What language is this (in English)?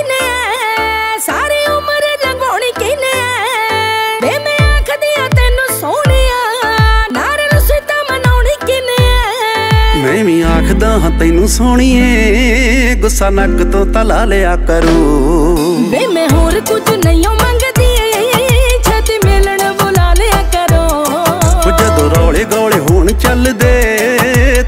Punjabi